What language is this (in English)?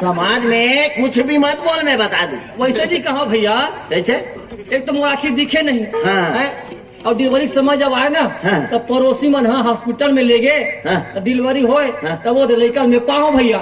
Chhattisgarhi